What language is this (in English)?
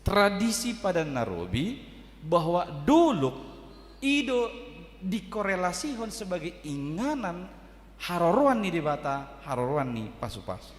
Batak Toba